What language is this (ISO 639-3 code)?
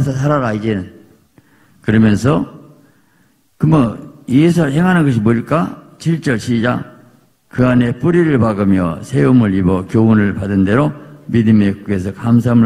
kor